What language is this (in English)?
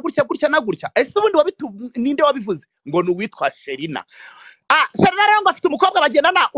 Kinyarwanda